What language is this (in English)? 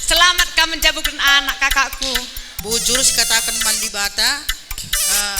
Batak Karo